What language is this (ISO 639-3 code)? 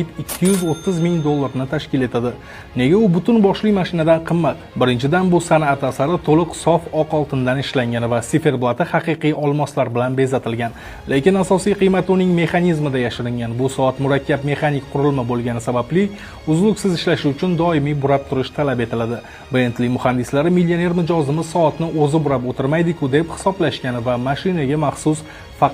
uzb